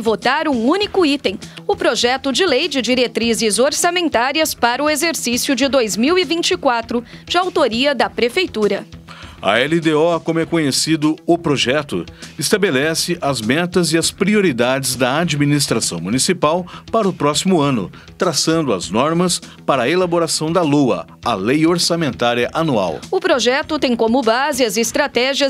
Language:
Portuguese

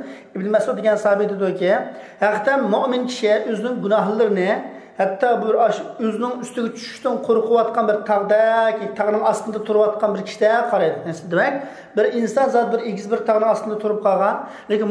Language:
Uyghur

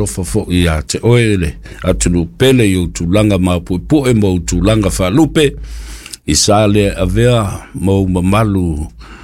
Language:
Samoan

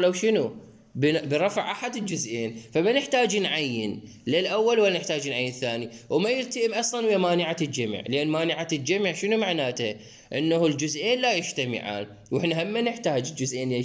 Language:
Mesopotamian Arabic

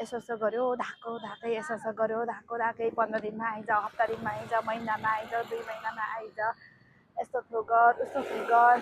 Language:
Nepali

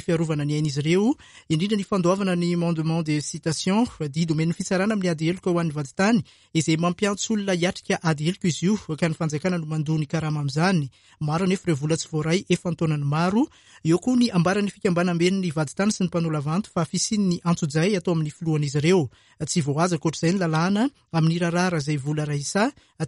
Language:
Malagasy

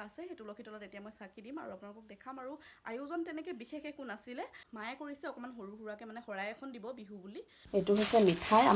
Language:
Assamese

